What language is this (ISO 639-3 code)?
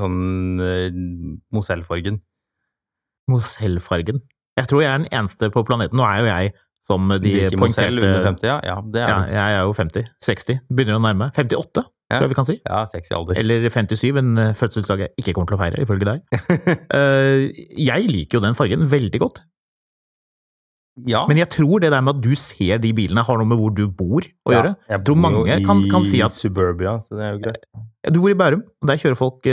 nor